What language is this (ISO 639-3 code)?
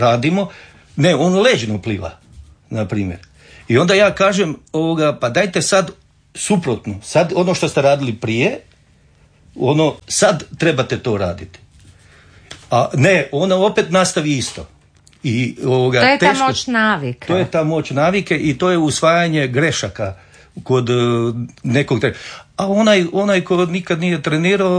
hrv